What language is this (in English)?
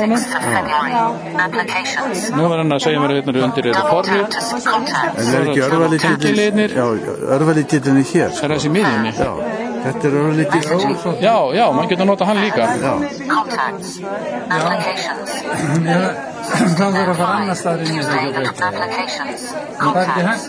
Icelandic